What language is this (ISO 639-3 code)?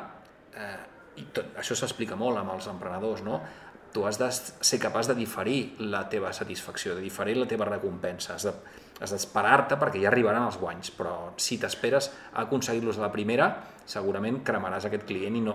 cat